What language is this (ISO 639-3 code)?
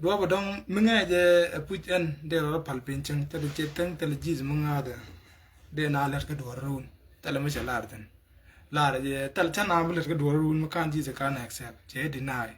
nus